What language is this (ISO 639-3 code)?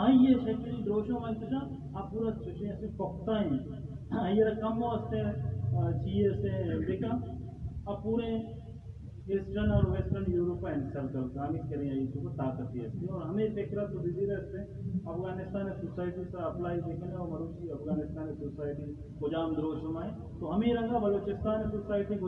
bal